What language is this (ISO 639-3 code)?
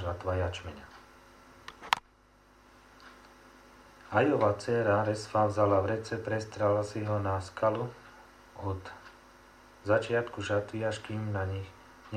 slk